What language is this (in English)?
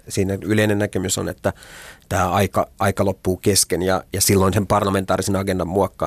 Finnish